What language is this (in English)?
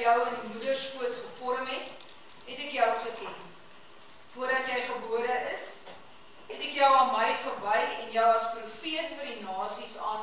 Afrikaans